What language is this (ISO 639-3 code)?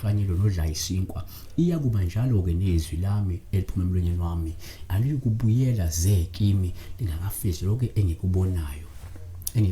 zul